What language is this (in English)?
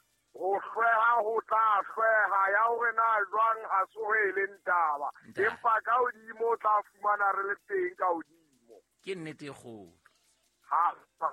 Southern Sotho